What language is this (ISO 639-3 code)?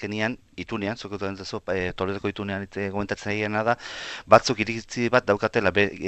eus